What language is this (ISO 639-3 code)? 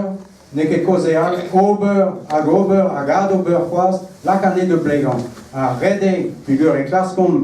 bre